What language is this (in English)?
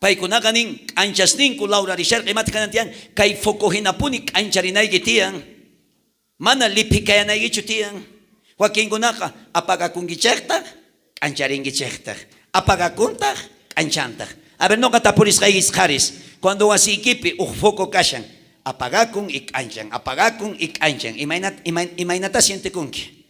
South Bolivian Quechua